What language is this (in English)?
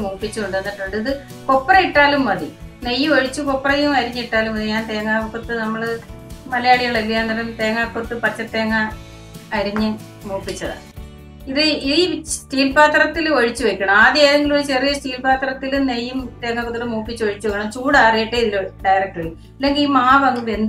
Malayalam